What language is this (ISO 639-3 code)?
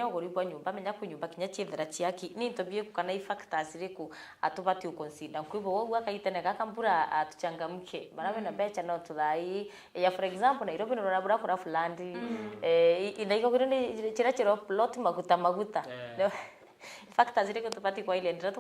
mer